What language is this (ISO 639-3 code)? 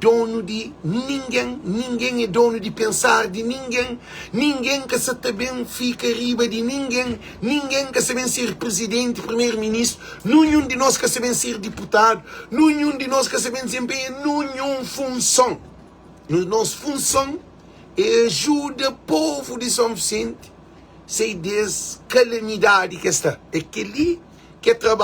kea